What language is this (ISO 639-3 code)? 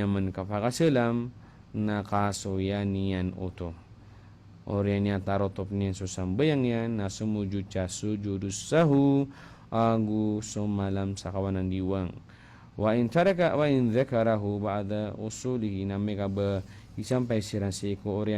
mrw